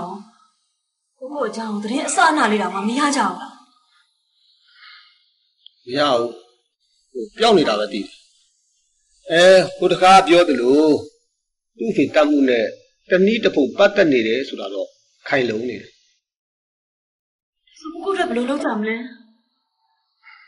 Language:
Burmese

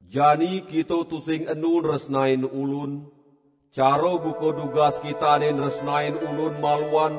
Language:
Balinese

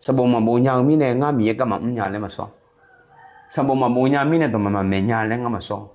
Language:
Akha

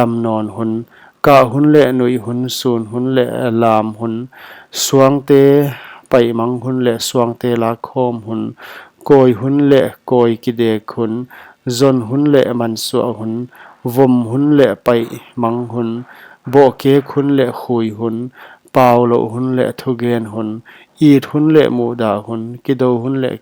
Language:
Paite Chin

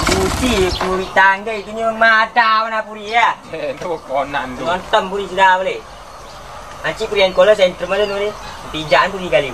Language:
Minangkabau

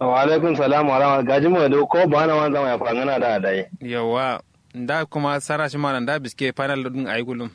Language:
Kanuri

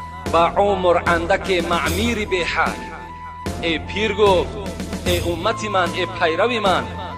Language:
Tajik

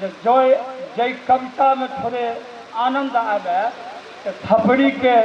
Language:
Maithili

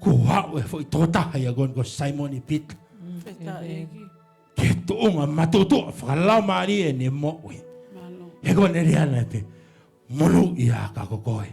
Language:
Tongan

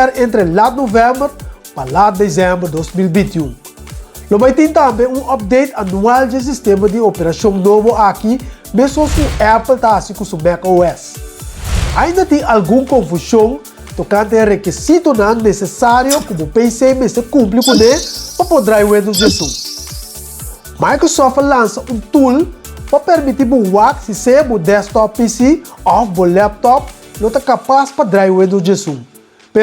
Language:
Papiamento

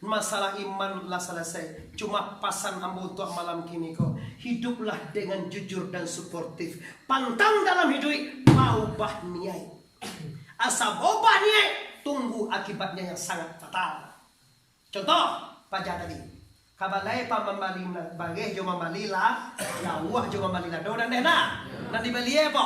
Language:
Minangkabau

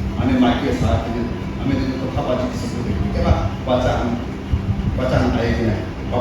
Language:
Chokri Naga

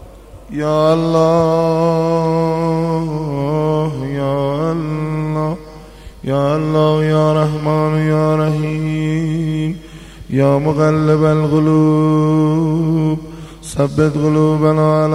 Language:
Persian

